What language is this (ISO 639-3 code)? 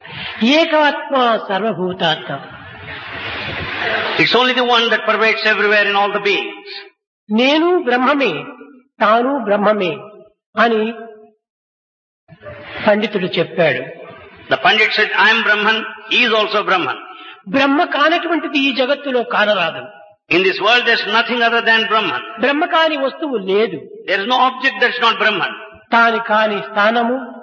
tel